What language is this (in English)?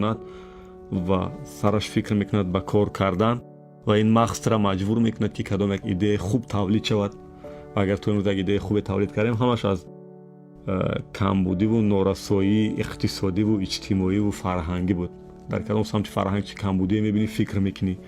Tajik